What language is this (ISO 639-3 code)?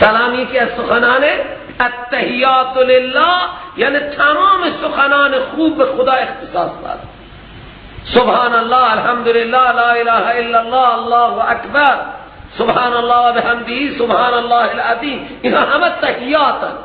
fas